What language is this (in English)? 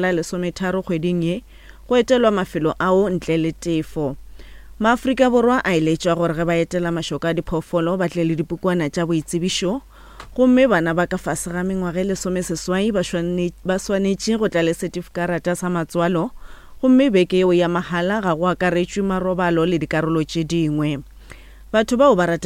Northern Sotho